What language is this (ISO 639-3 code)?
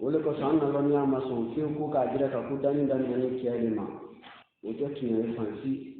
bam